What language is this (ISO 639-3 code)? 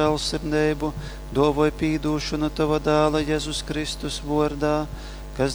ltg